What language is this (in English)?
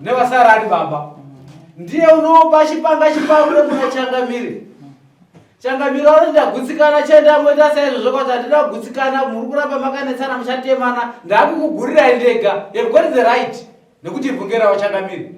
Shona